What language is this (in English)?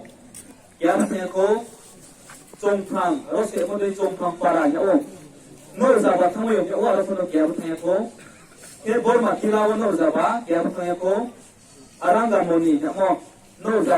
Riang (India)